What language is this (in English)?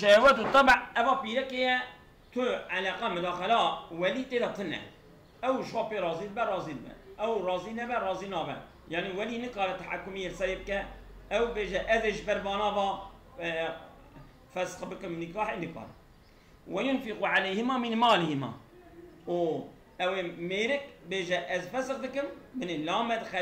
Kurdish